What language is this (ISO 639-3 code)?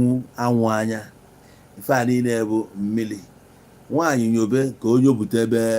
ibo